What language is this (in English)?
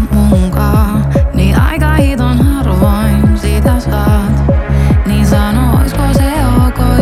Finnish